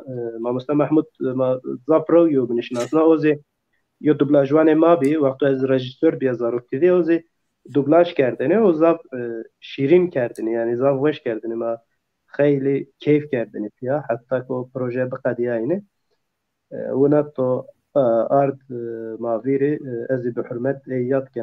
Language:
Zaza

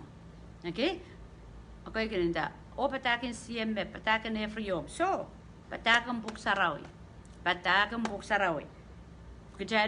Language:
Pohnpeian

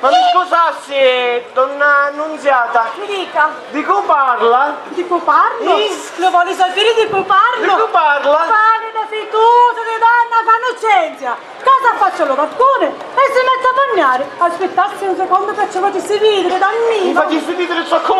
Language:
Sicilian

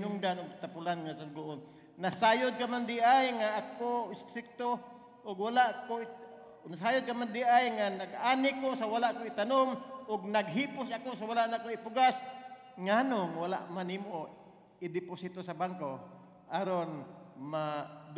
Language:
Cebuano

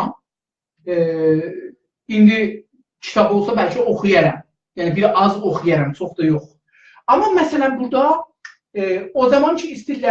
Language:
South Azerbaijani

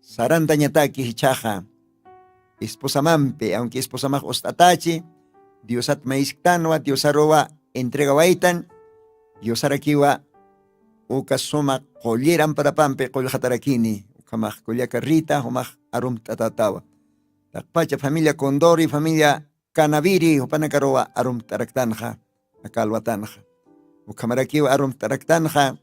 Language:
Aymara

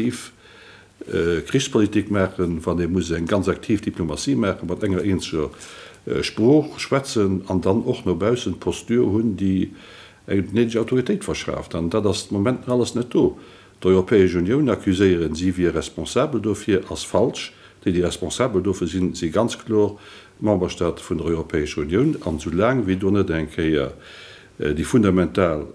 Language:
Luxembourgish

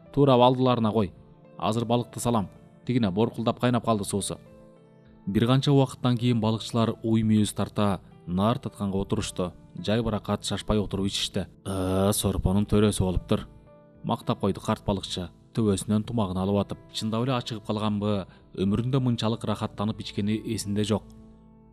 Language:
Kyrgyz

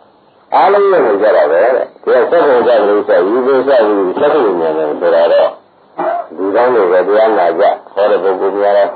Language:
Burmese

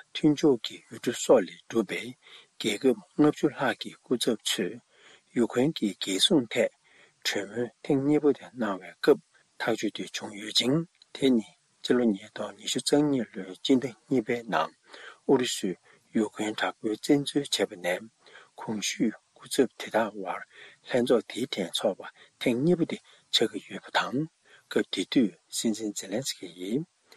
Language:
Tibetan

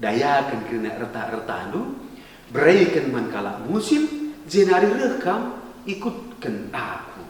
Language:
Batak Karo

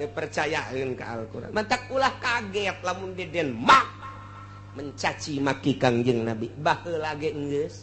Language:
Sundanese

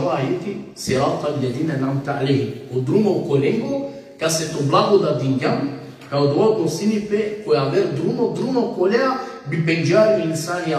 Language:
Balkan Romani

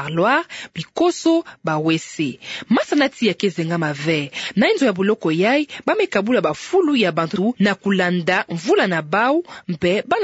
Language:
Kituba (Democratic Republic of Congo)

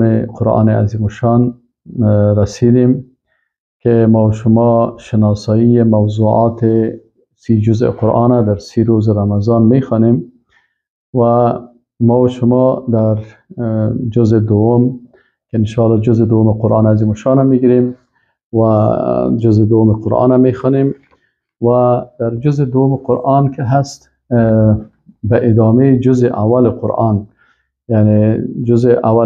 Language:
Persian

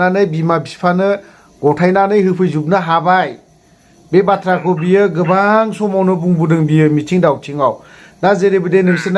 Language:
Bodo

